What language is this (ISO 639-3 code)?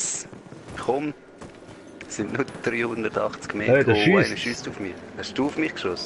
gsw